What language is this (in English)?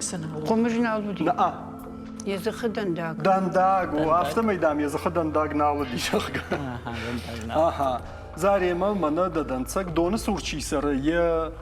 Ossetic